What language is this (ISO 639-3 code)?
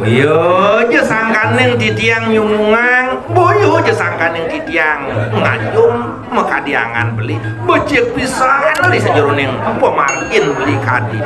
ban